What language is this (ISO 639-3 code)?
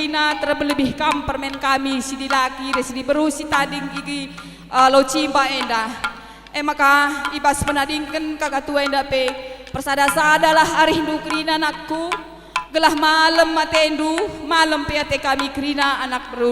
btx